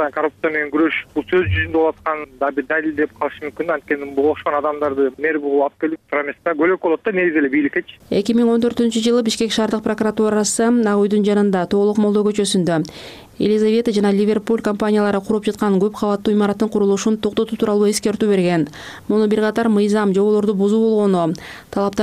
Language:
Kyrgyz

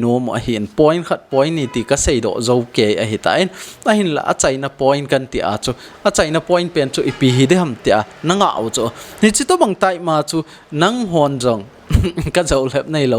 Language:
Thado Chin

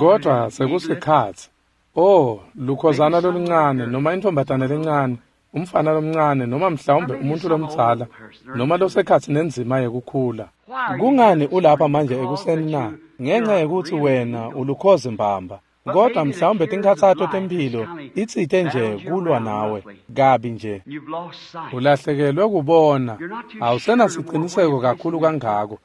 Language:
Swati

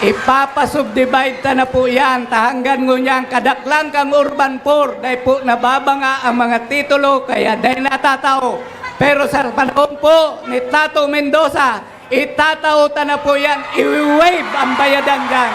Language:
Bikol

